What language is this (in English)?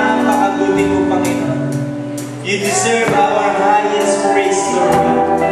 Filipino